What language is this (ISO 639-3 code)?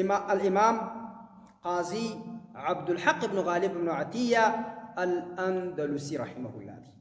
pus